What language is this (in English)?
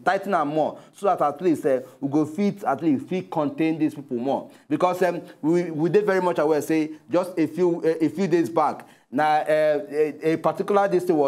Nigerian Pidgin